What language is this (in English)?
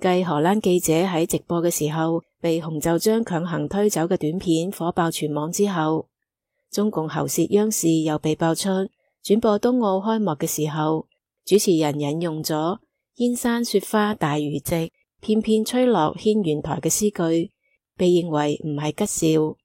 Cantonese